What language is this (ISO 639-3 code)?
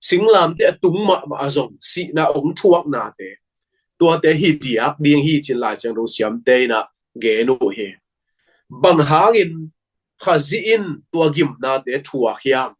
ctd